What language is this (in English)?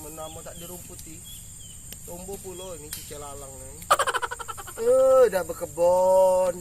Musi